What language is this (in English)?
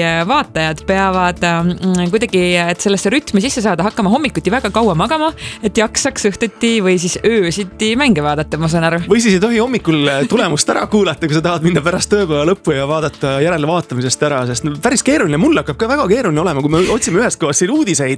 Estonian